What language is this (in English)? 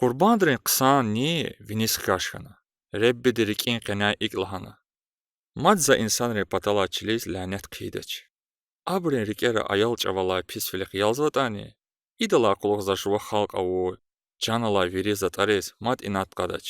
Lezghian